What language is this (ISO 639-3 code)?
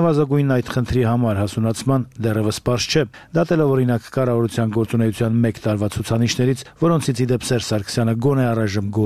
hye